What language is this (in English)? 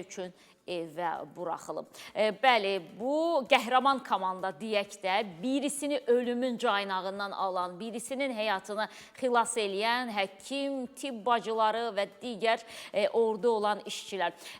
Azerbaijani